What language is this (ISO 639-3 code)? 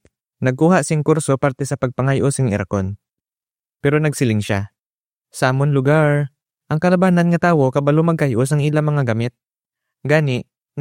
hil